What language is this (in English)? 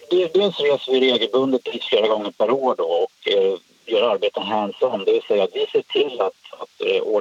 Swedish